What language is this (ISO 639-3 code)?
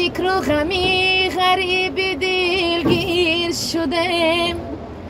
tgk